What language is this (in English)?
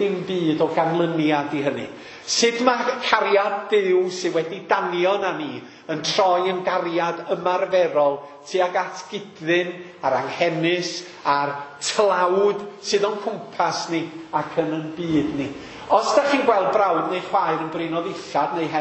Welsh